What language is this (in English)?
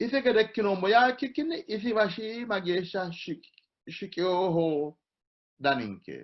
Sidamo